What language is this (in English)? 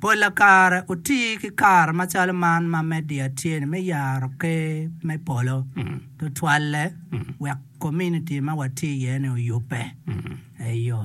Acoli